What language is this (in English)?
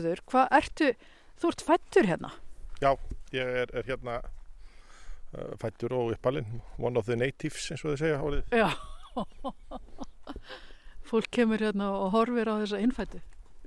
Icelandic